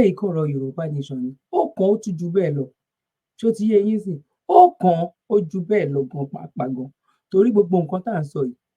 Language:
Yoruba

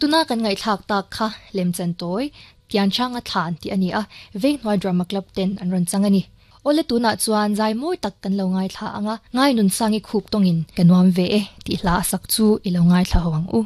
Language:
Mizo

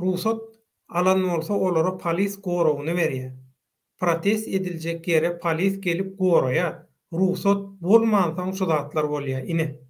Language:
Turkmen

